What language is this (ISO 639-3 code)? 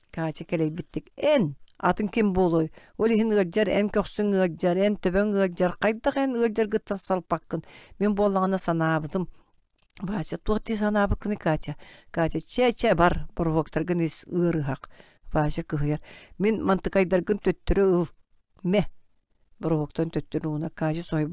sah